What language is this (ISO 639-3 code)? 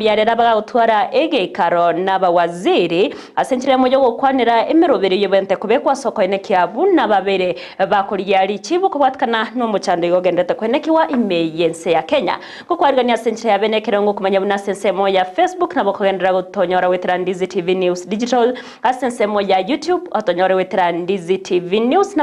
guz